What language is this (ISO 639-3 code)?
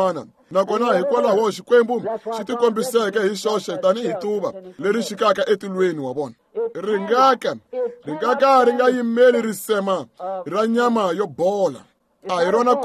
tso